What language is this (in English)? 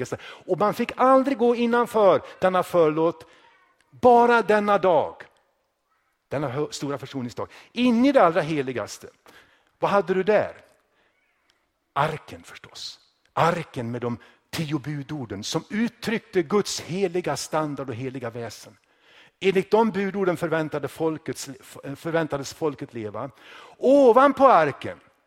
Swedish